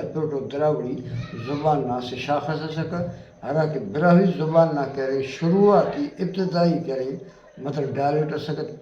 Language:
Brahui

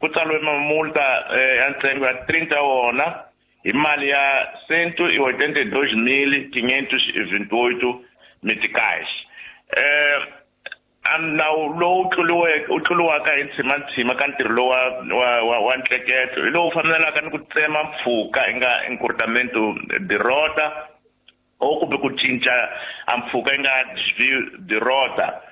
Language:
Tsonga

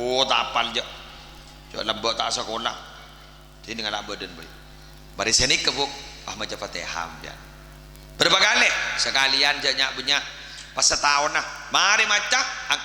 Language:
Madurese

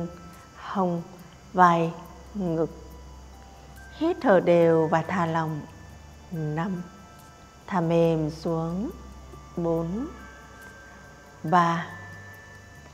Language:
Vietnamese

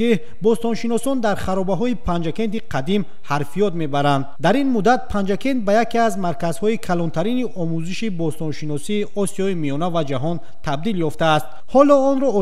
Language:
Tajik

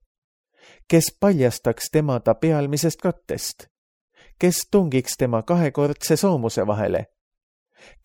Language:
Estonian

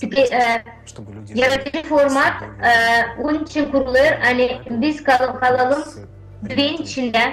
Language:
Gagauz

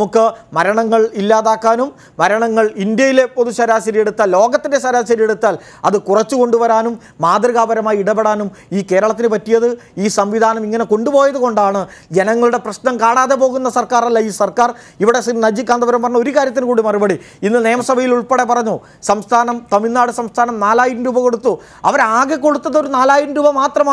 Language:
Malayalam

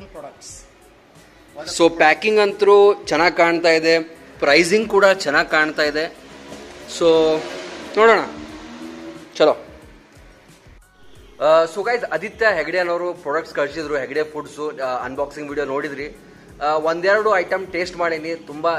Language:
Kannada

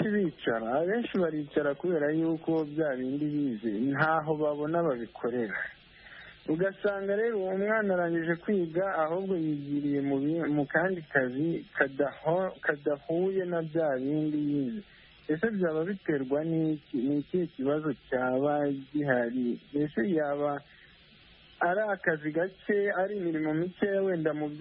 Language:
Kinyarwanda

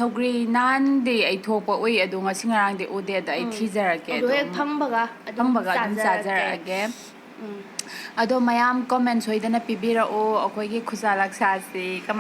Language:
Manipuri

